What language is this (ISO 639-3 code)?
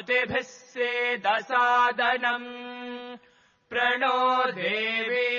san